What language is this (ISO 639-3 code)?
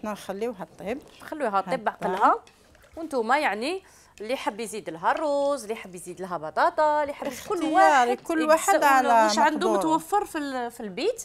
arq